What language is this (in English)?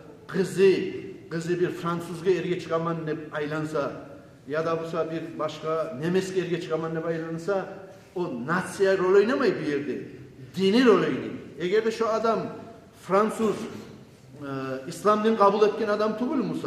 Kumyk